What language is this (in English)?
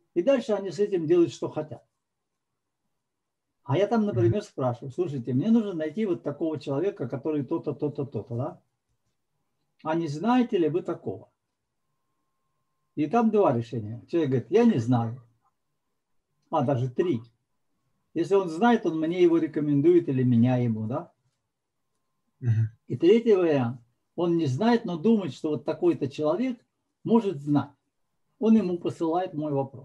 Russian